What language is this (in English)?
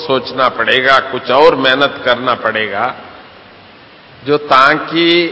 Hindi